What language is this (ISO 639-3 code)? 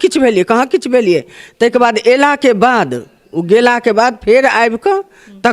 mai